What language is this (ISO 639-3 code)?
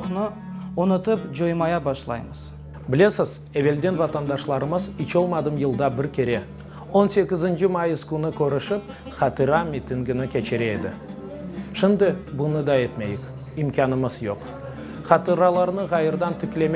crh